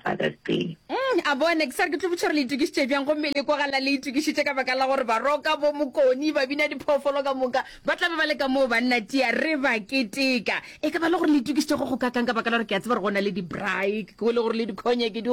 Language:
Northern Sotho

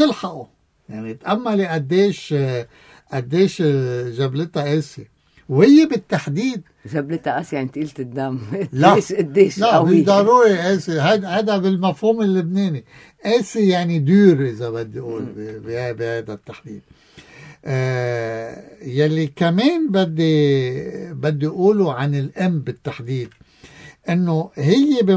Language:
North Levantine Arabic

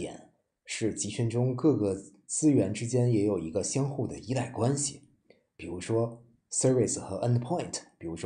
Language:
Chinese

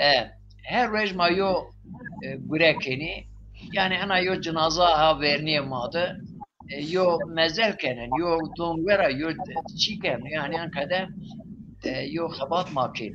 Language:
Zaza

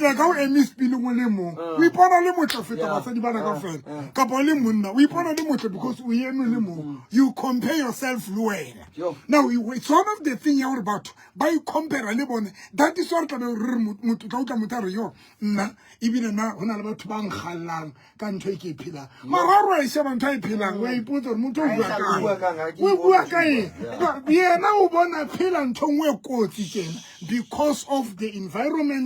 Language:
Southern Sotho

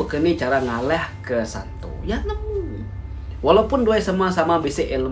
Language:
Iban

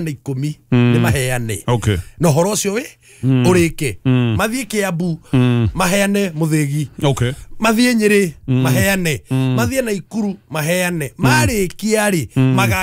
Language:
Kikuyu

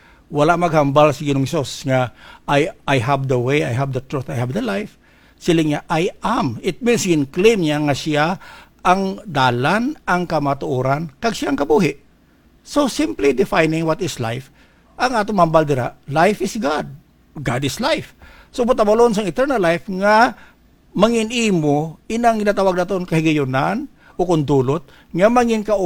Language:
Hiligaynon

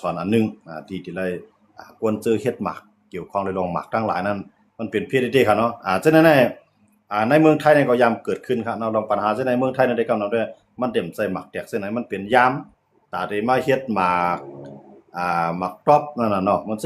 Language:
Shan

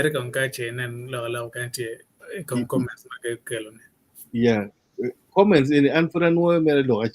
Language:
Acoli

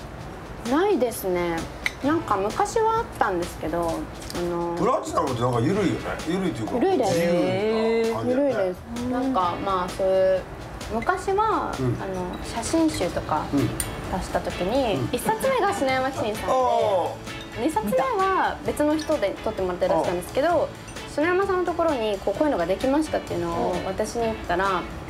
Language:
Japanese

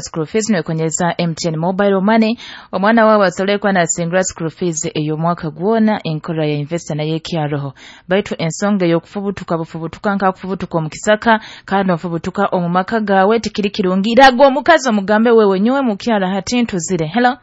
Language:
Nyoro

